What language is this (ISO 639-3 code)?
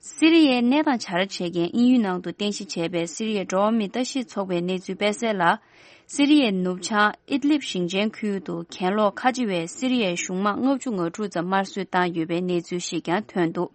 bod